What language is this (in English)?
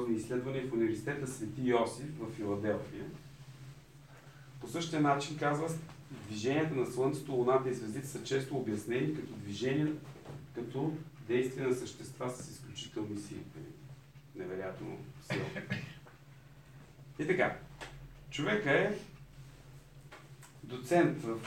Bulgarian